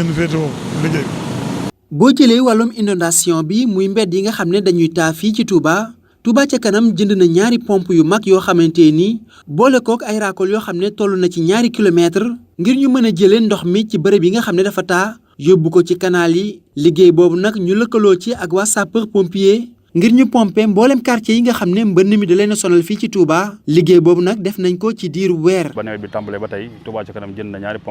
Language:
Wolof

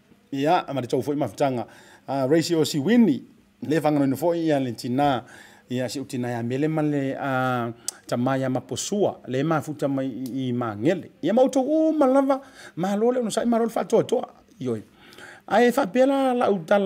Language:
Samoan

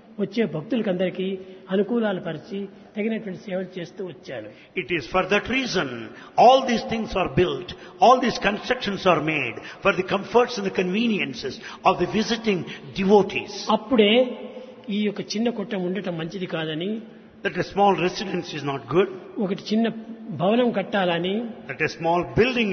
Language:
Telugu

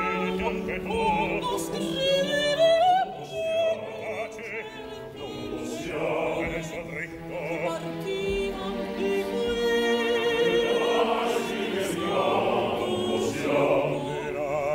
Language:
Italian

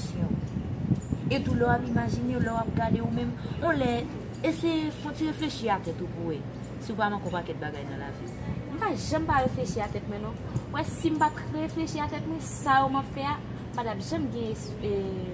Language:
Haitian Creole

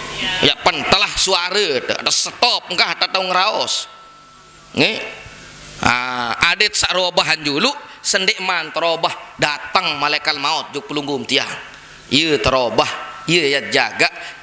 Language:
Sasak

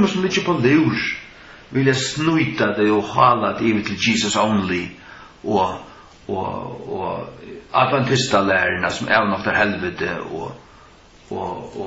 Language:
Faroese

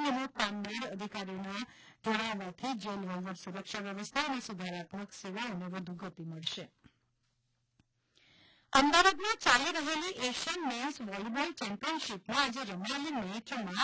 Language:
Gujarati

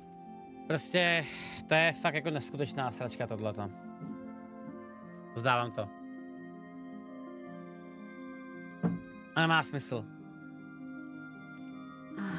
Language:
Czech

